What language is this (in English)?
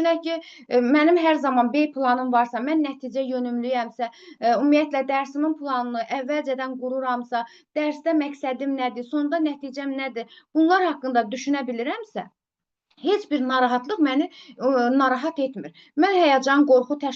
Azerbaijani